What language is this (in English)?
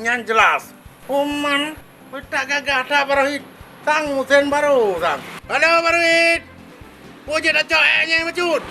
Achinese